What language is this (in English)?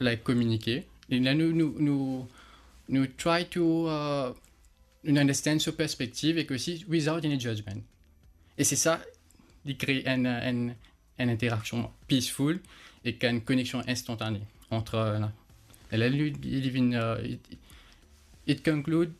Morisyen